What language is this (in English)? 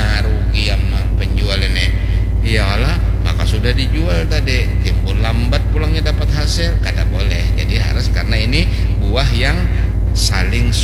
Banjar